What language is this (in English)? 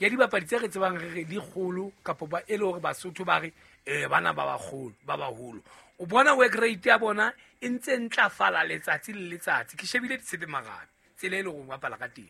Southern Sotho